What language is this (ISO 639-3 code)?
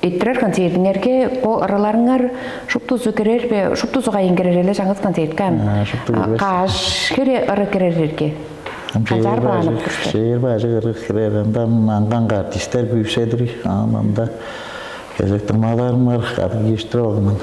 tyv